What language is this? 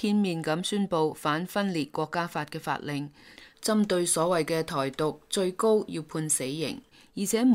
Cantonese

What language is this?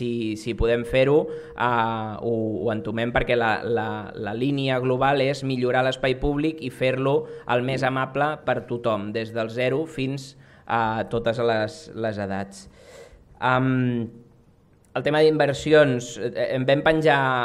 Catalan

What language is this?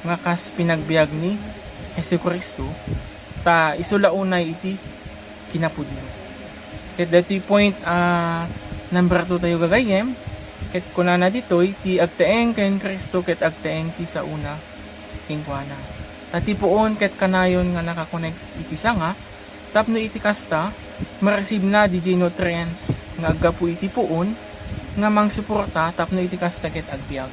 Iloko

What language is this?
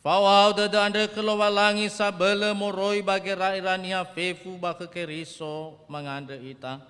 Nias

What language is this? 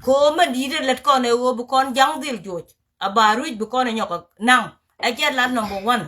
Nuer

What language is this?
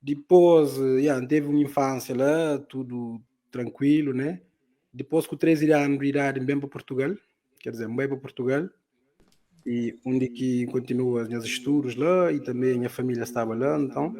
Kabuverdianu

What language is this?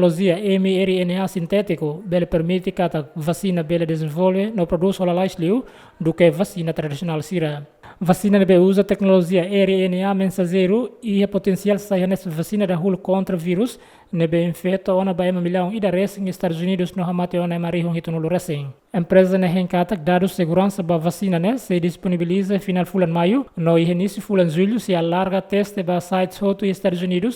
Tetum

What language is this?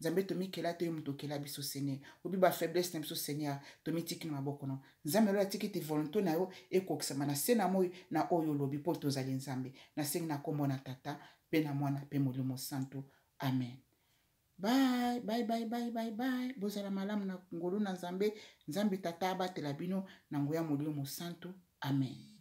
Lingala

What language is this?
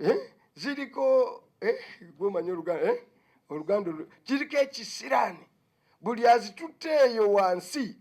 Ganda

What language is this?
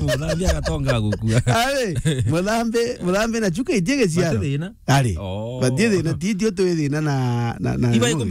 Meru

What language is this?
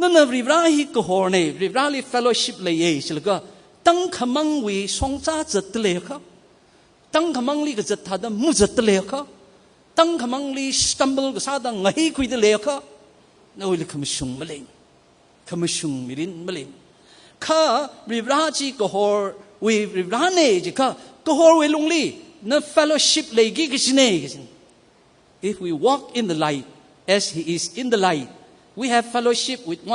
Tangkhul Naga (India)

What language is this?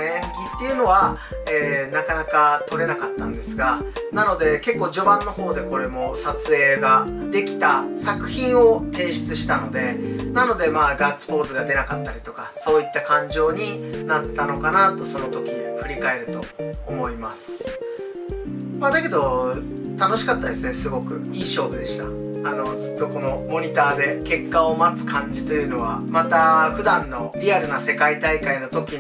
Japanese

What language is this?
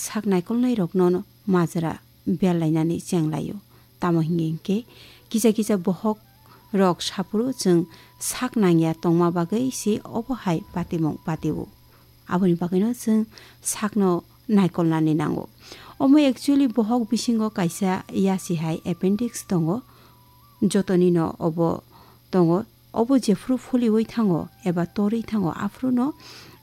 Kok Borok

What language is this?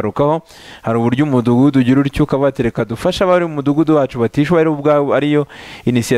Kinyarwanda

